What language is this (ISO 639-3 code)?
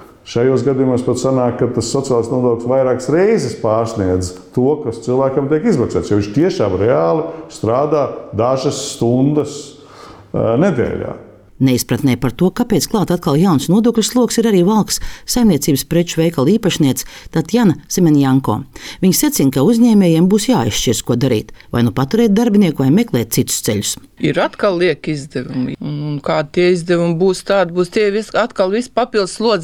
lav